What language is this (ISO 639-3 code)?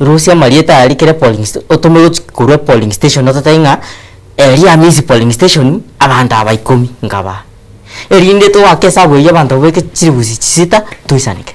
guz